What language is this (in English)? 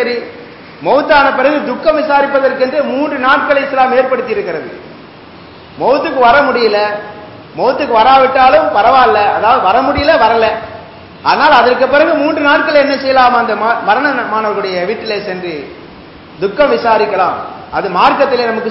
Tamil